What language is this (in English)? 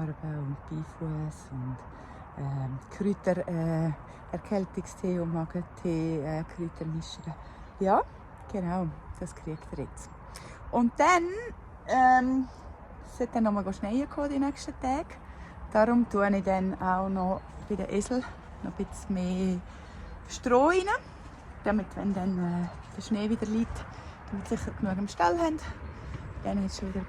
Swiss German